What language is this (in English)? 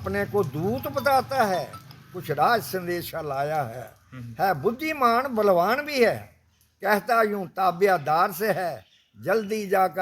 Dogri